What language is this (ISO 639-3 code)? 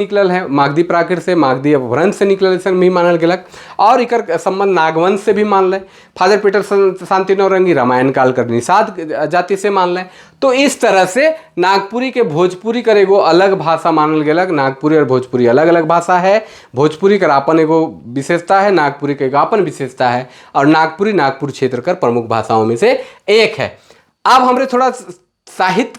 sck